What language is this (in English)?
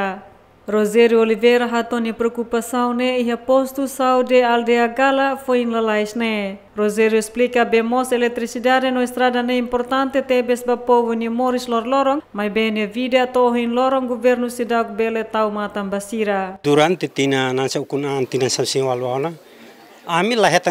Tetum